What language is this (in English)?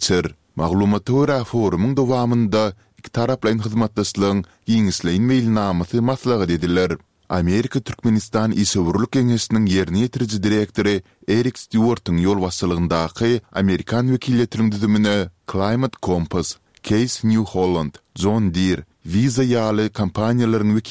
Turkmen